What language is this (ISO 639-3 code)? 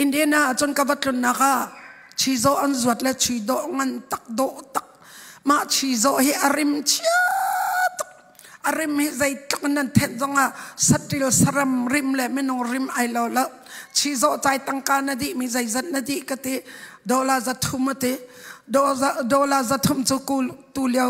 cnh